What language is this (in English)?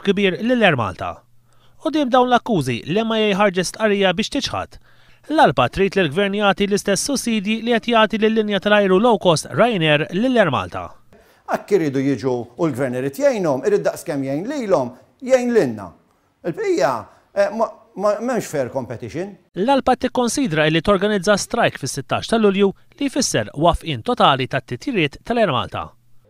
Maltese